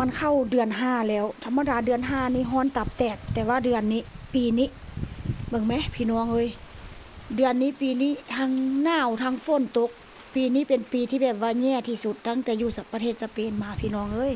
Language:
Northeastern Thai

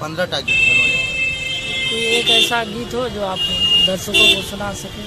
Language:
Maithili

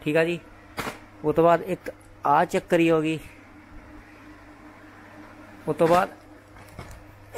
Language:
Punjabi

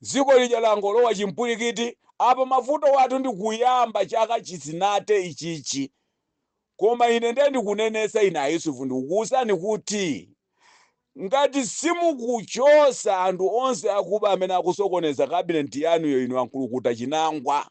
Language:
Nyanja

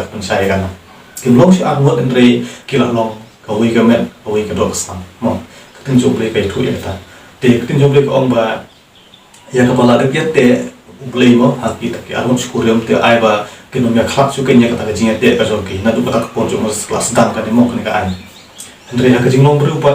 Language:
Khasi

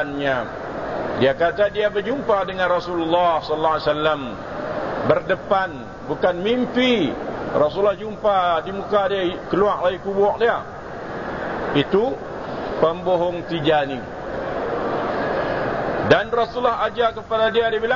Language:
Malay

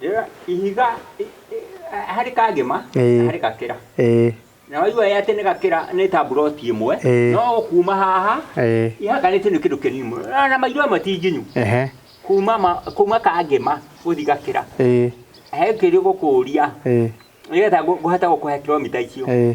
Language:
Kikuyu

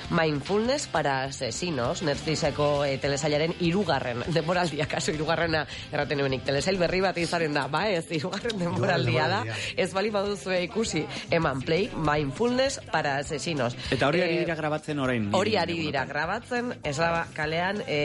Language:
Basque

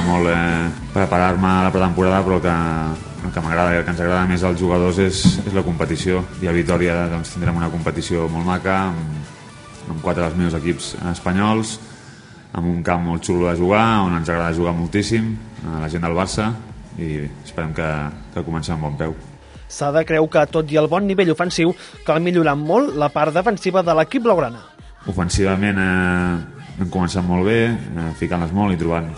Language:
Catalan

